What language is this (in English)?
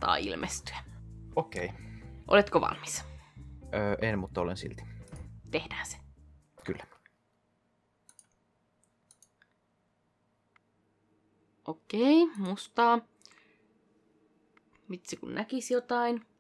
Finnish